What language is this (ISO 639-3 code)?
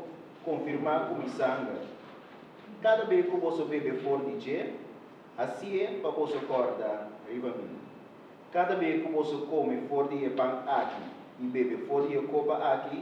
pap